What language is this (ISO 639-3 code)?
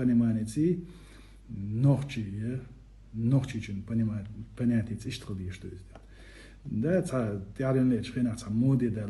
che